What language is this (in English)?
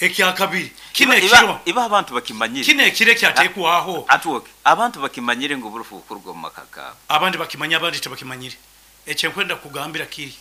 Nyoro